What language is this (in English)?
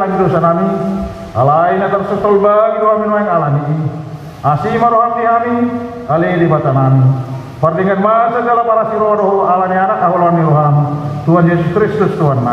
Batak Toba